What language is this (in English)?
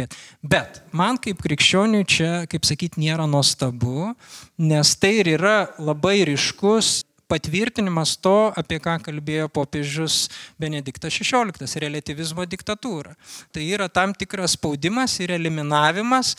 Lithuanian